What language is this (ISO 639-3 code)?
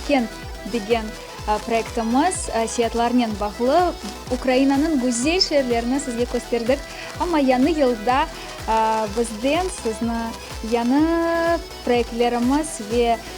crh